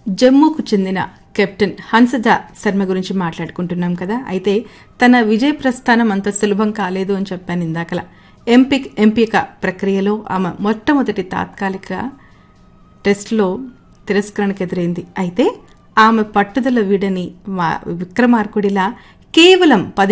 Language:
Telugu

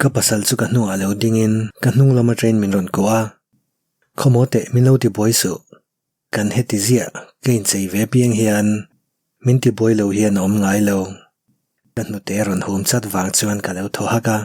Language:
Mizo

